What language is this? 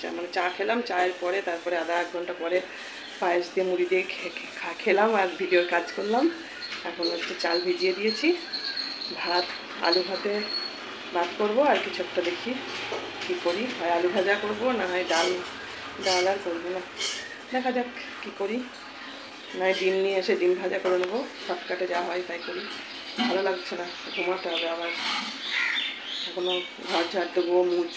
Bangla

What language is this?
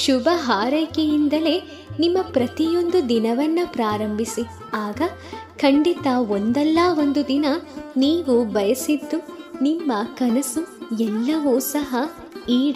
Kannada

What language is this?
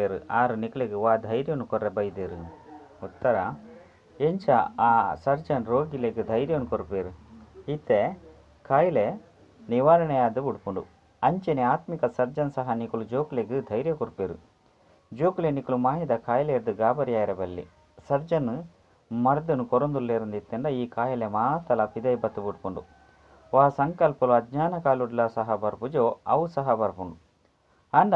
Tulu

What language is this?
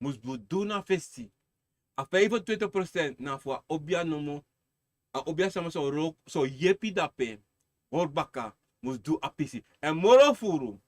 Sranan Tongo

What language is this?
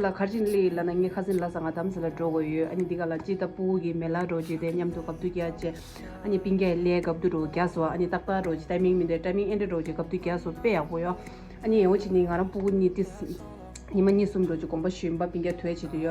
Tibetan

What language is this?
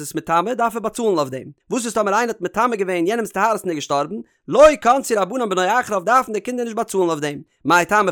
Yiddish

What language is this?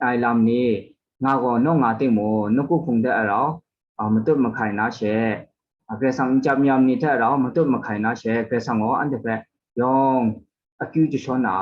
Kachin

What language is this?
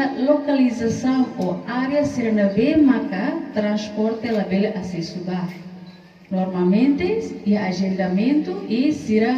Tetum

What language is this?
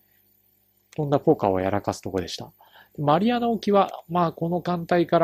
Japanese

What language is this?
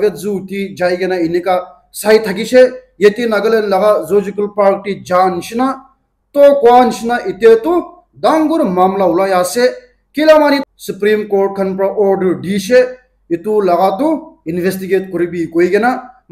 Naga Pidgin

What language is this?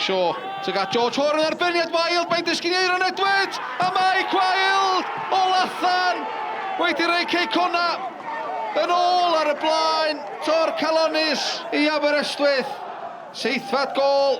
Welsh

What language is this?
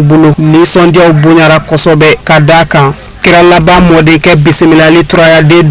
Bambara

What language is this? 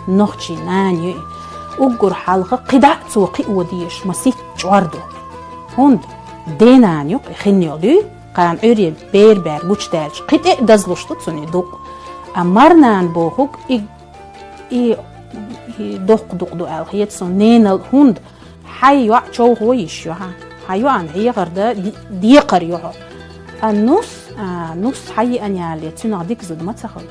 Chechen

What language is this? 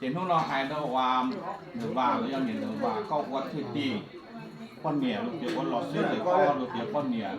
Hmong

